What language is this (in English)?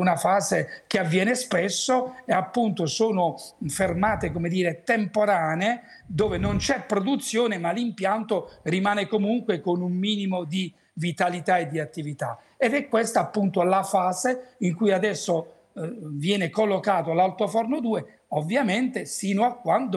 Italian